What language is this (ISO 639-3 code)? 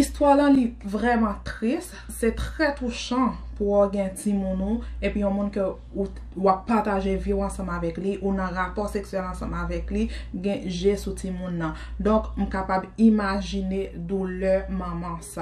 hat